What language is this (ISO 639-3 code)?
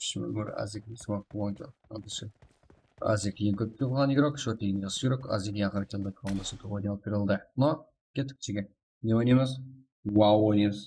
kaa